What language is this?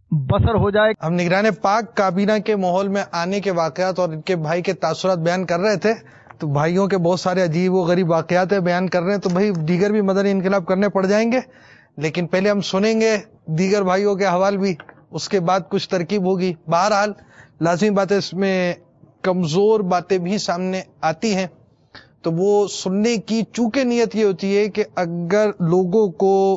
Urdu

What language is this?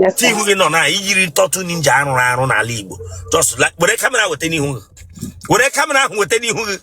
Igbo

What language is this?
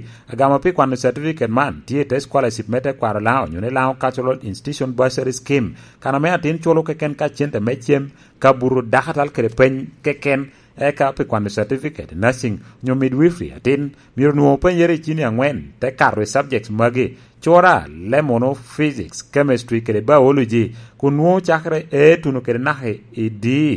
Lango (Uganda)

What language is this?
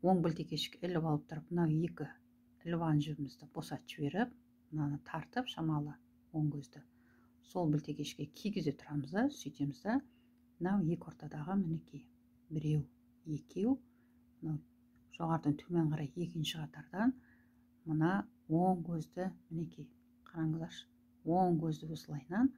Kazakh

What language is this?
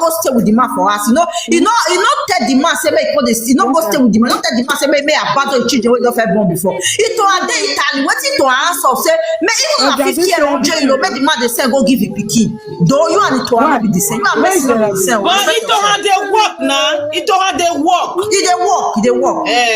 Nigerian Pidgin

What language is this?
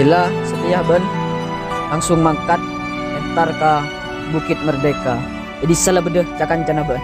Madurese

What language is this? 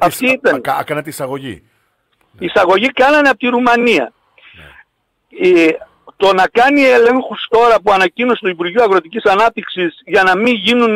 Greek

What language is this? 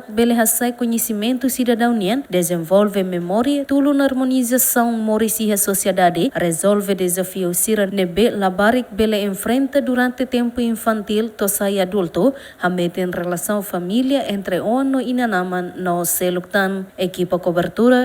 Tetum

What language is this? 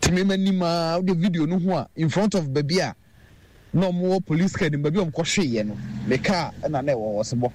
Akan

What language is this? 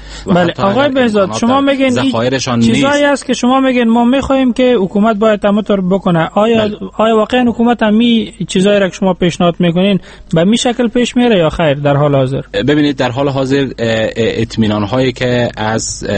Persian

